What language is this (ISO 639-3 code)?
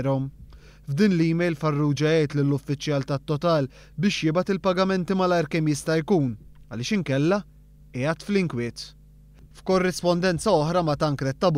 mlt